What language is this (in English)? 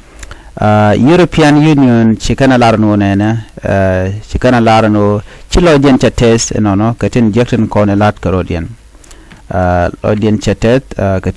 Nuer